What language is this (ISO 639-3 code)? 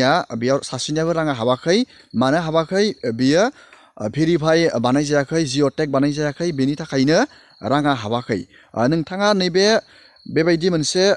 brx